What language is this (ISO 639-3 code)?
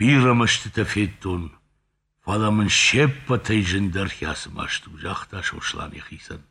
oss